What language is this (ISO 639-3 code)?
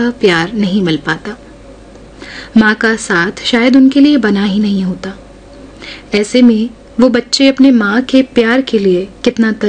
hin